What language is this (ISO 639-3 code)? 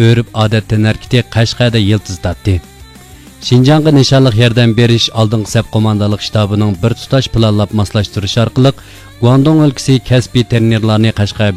uig